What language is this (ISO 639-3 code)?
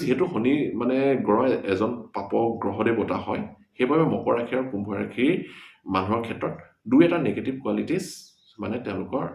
asm